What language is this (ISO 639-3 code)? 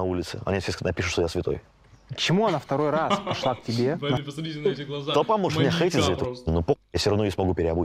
rus